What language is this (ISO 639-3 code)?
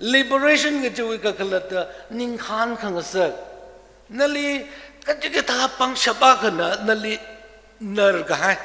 nmf